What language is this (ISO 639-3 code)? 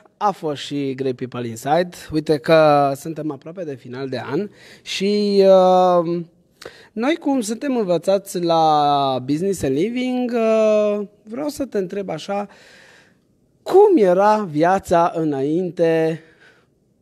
ron